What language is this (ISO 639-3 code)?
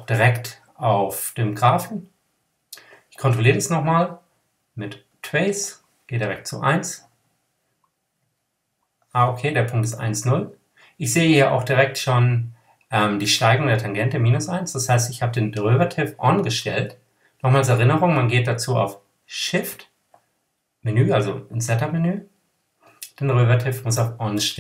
deu